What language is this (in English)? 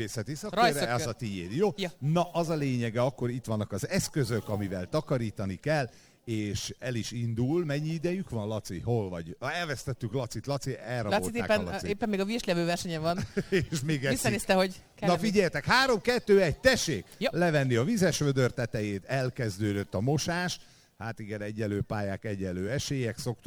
Hungarian